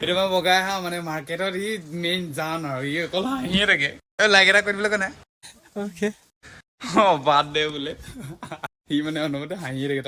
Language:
Assamese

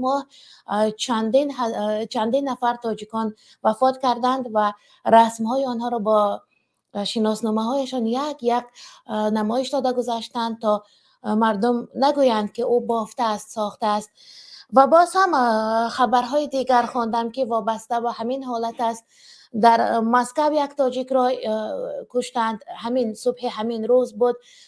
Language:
Tajik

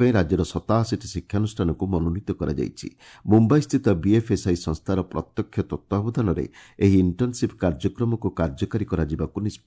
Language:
Odia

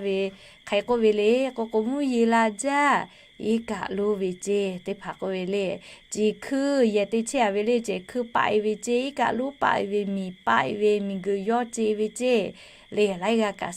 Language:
Lahu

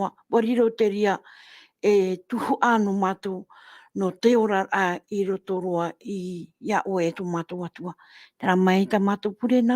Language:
Tahitian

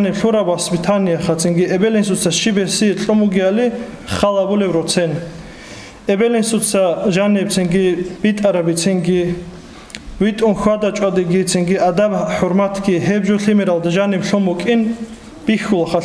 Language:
Avaric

